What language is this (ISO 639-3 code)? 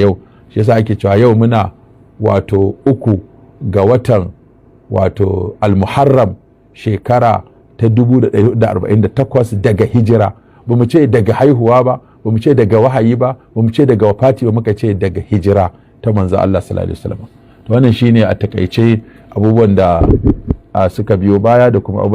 hau